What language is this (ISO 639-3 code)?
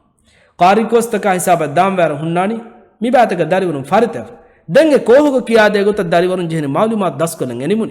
div